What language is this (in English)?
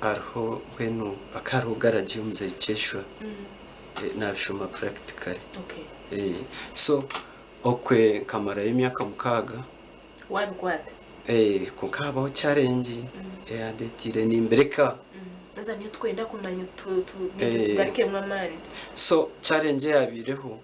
Nyankole